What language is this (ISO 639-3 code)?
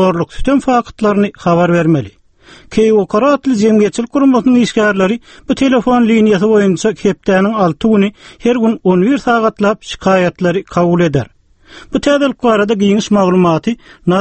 tuk